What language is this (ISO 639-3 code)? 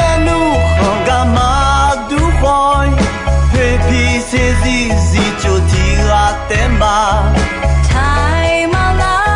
ahk